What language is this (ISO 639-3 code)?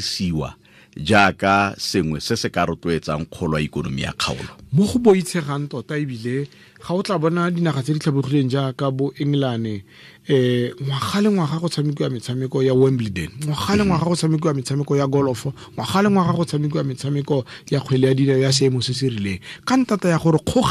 tsn